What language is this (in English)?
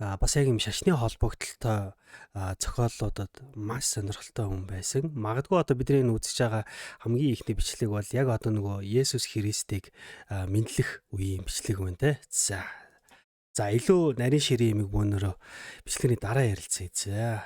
Mongolian